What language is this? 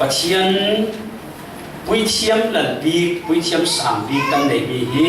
Falam Chin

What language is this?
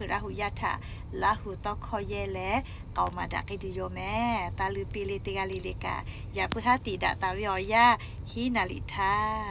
Lahu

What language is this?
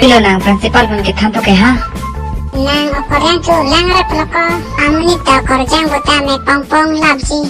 Karbi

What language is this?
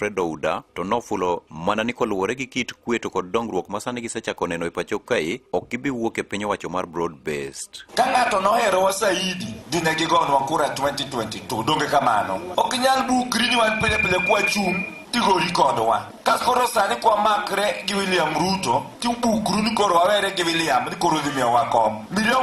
Luo (Kenya and Tanzania)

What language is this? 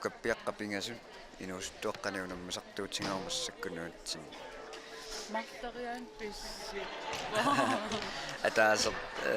Kalaallisut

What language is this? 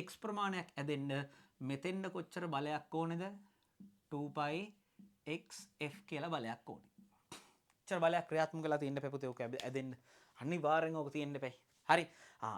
Sinhala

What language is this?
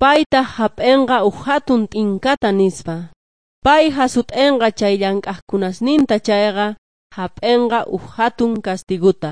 Quechua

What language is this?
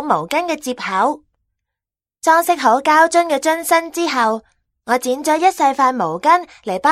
Cantonese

